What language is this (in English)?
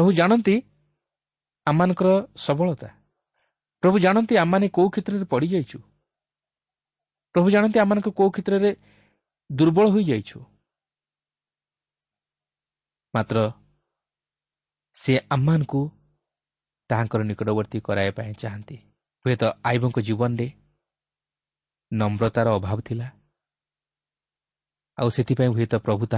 Odia